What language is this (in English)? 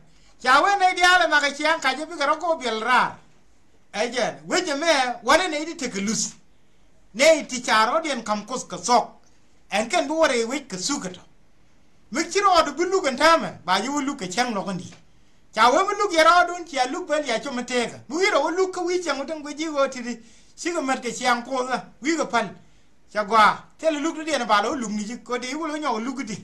Nuer